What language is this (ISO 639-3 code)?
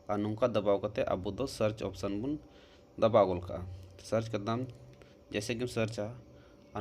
sat